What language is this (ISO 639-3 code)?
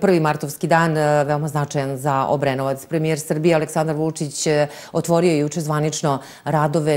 srp